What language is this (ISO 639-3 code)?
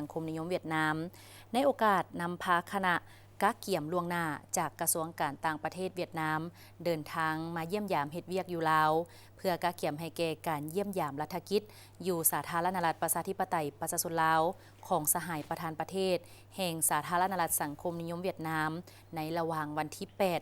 lao